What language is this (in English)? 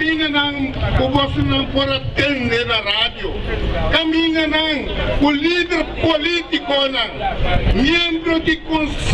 Papiamento